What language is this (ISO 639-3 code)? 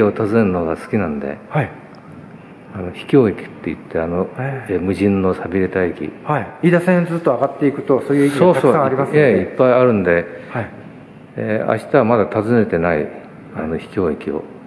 jpn